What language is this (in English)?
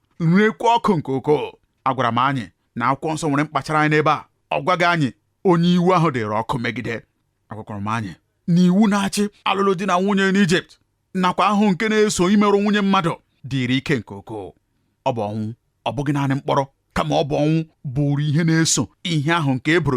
Igbo